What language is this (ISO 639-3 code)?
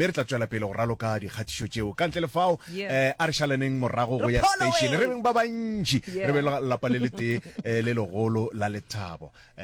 nso